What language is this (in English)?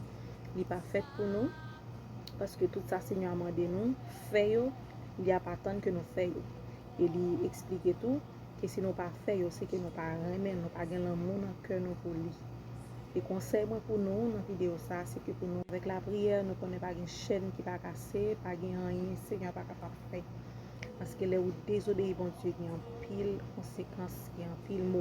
Haitian Creole